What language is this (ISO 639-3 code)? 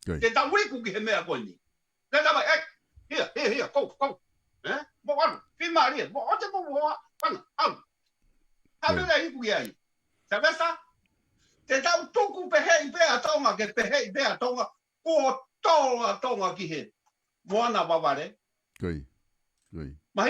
ton